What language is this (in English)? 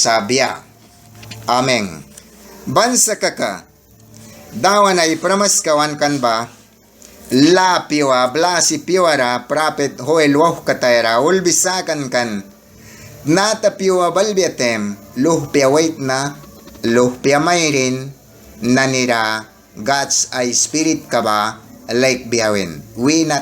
Mískito